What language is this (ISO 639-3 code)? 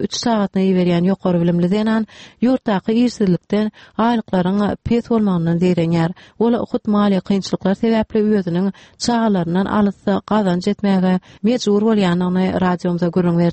tuk